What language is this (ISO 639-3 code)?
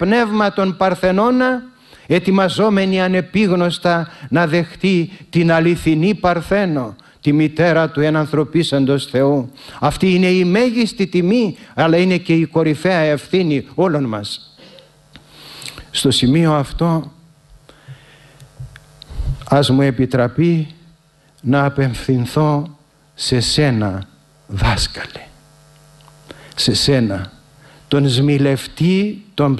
ell